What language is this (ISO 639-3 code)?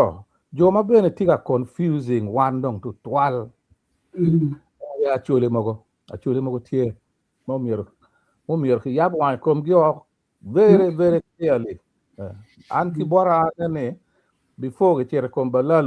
ach